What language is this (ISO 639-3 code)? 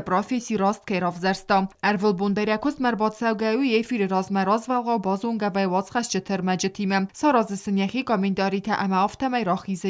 oss